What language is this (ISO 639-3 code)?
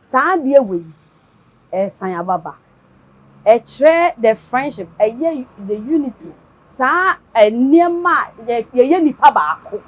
aka